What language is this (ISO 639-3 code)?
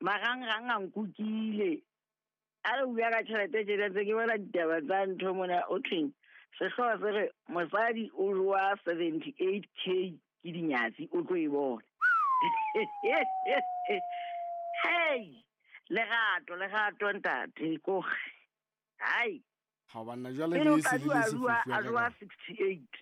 sot